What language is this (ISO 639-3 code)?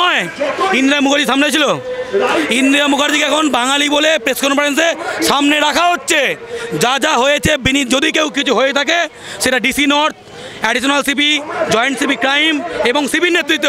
ben